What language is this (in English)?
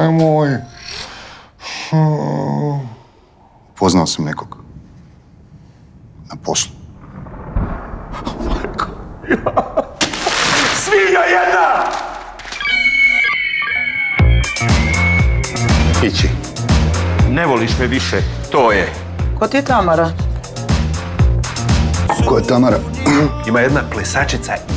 Croatian